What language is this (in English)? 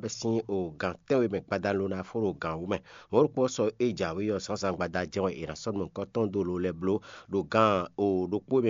Fon